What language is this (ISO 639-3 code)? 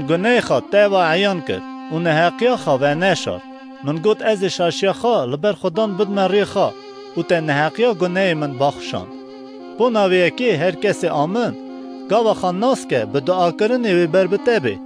kur